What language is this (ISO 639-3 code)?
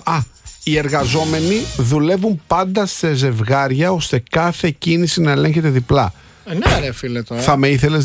ell